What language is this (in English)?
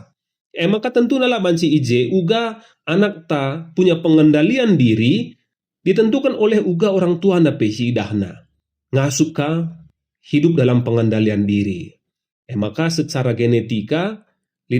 Batak Karo